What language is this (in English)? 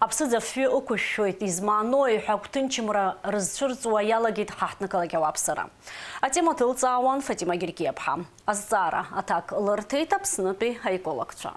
Abkhazian